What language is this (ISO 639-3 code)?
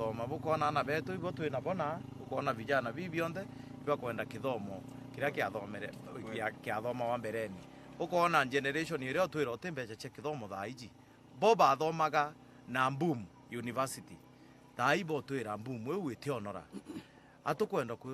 mer